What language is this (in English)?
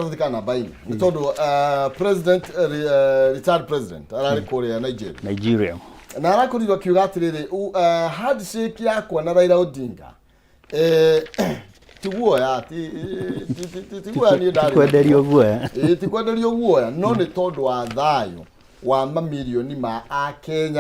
Kikuyu